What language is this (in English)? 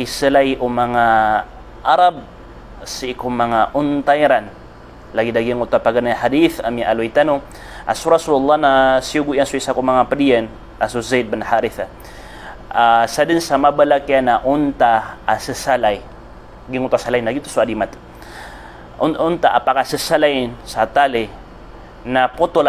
Maranao